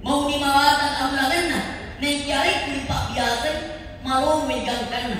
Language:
Buginese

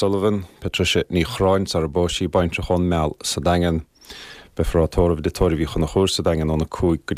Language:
Irish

